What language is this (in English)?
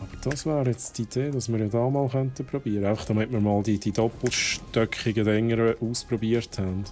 Swiss German